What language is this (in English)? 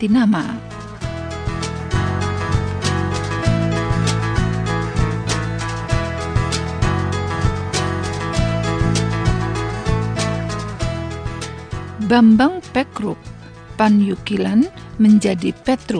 Indonesian